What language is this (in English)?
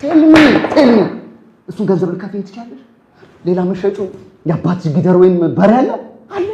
Amharic